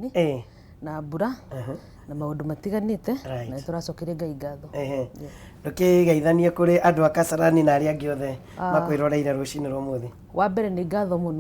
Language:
Kikuyu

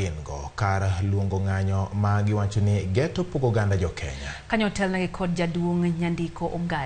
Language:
Luo (Kenya and Tanzania)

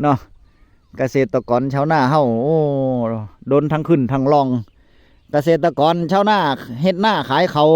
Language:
Northeastern Thai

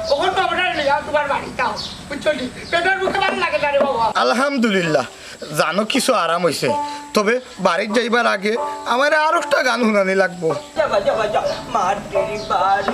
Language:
Sylheti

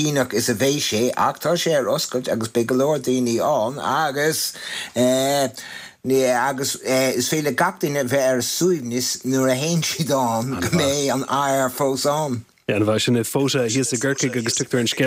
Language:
Irish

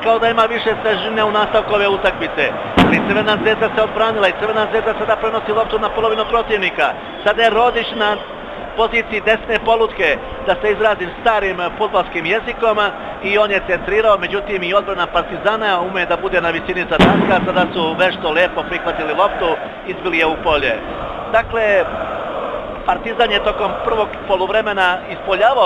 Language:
Serbian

